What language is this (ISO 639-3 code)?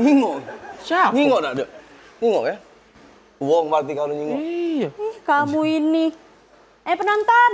mui